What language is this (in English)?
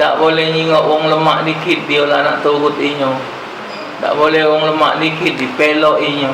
Musi